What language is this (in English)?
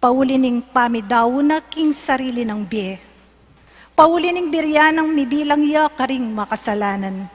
Pampanga